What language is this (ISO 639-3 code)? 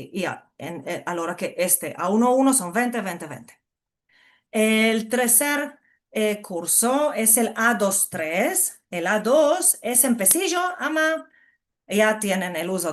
lad